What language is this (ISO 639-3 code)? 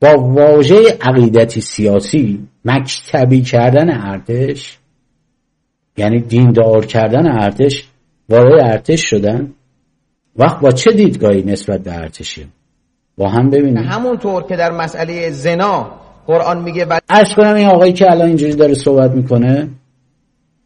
fas